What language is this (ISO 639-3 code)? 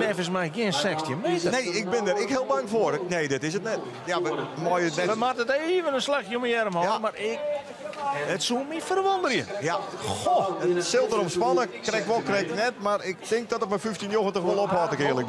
fry